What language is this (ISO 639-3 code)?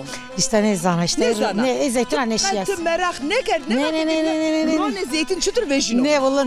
zza